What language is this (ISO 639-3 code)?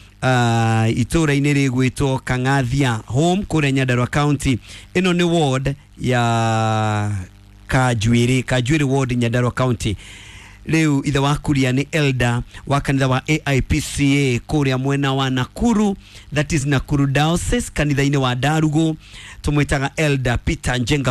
kik